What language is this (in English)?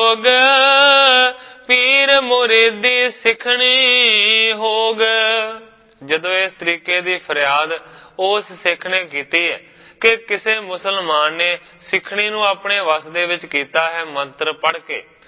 Punjabi